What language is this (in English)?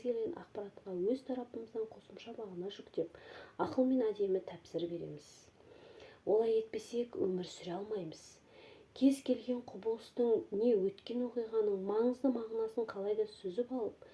Kazakh